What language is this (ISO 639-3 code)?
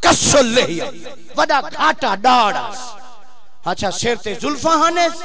skr